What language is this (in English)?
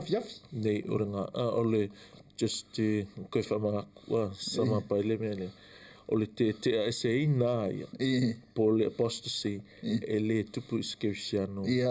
Samoan